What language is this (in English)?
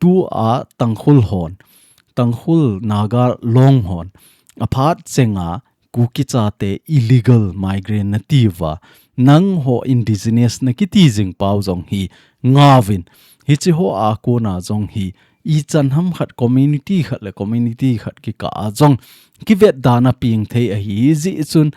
Thado Chin